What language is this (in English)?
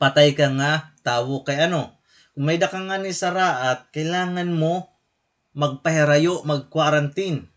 Waray